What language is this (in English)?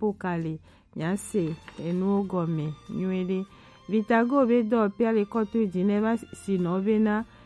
Gen